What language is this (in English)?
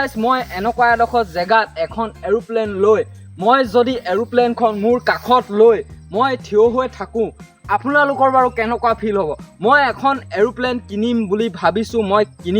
Assamese